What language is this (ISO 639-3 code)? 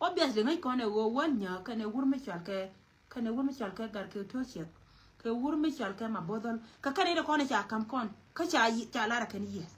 nus